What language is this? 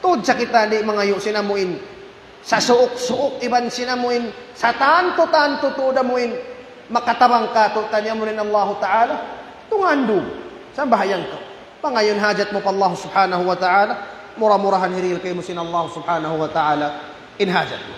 Tausug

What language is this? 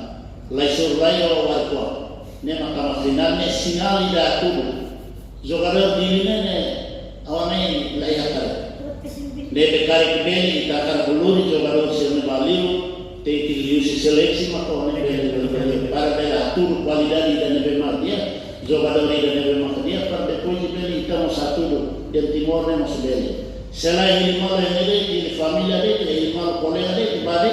Tetum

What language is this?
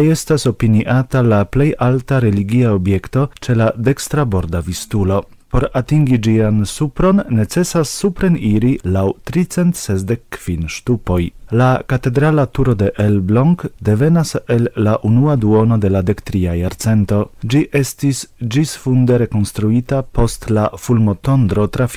Esperanto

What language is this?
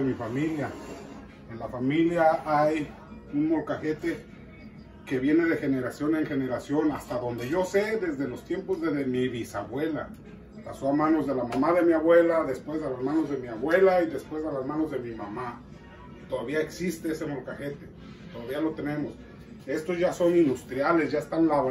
Spanish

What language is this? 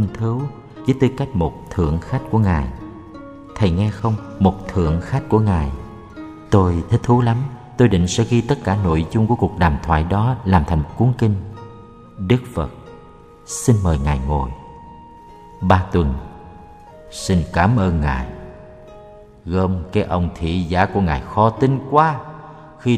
Vietnamese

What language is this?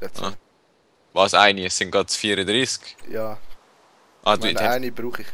Swiss German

